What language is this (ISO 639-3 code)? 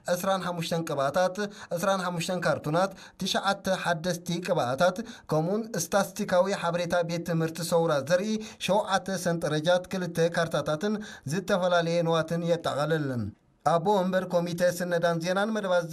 tir